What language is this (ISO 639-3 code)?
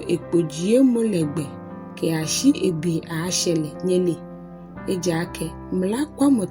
gaa